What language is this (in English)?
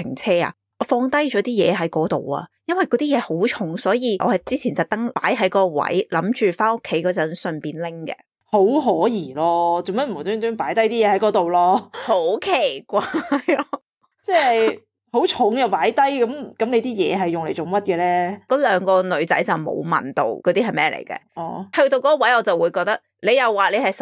Cantonese